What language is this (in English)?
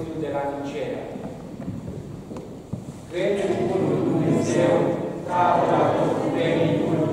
Romanian